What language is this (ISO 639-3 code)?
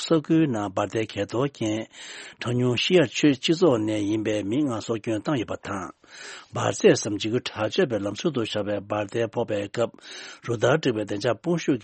bod